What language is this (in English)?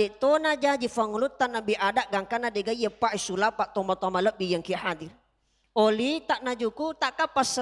Buginese